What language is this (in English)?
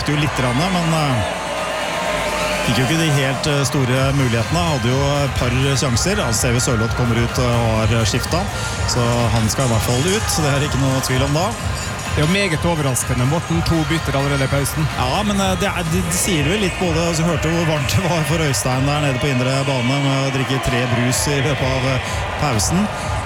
Norwegian